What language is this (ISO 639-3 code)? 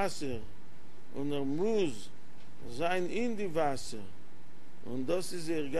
yid